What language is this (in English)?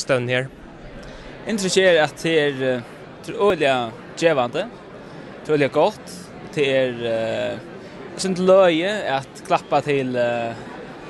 Faroese